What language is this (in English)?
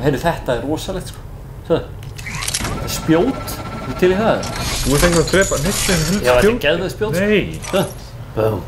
Icelandic